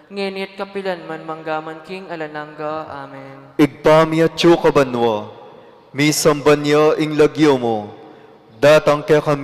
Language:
Pampanga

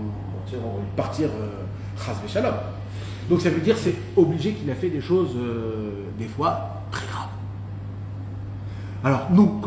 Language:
French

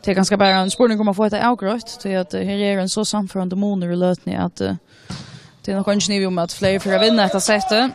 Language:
Faroese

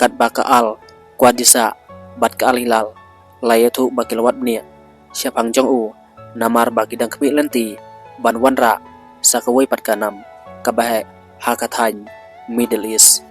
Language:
Khasi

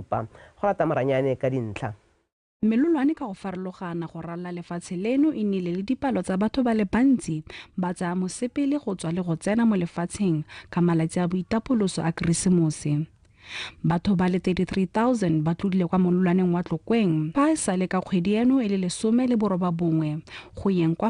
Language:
Tswana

